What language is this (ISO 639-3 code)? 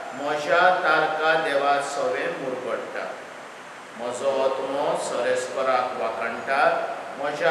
kok